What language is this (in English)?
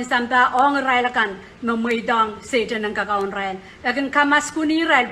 Pohnpeian